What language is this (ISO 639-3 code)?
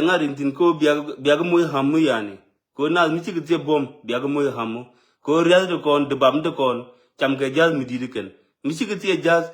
nus